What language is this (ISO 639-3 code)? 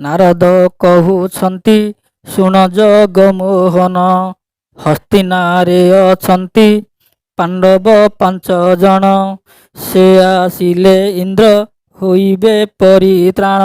ori